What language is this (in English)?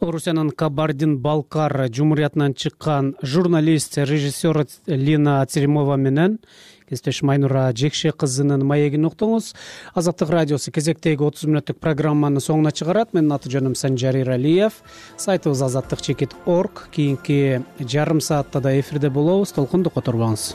Kyrgyz